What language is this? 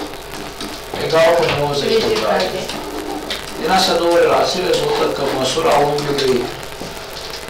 Romanian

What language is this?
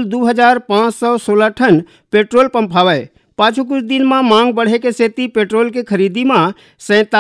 Chhattisgarhi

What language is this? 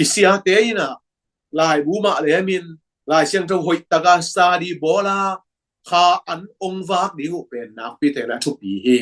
Tedim Chin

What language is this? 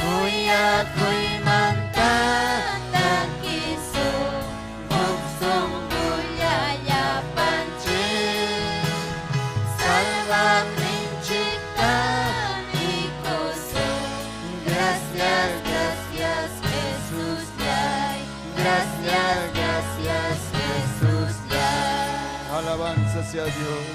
Ayacucho Quechua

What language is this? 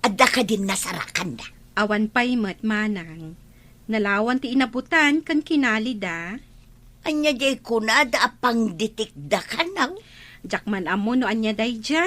Iloko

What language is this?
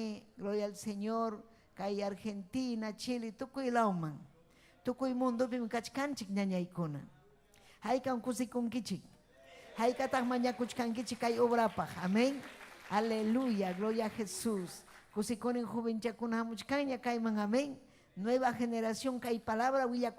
Ayacucho Quechua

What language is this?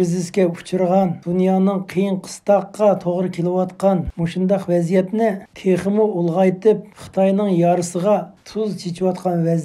Uyghur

